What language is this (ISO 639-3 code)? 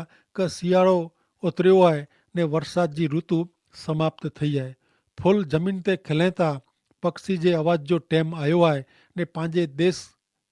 kfr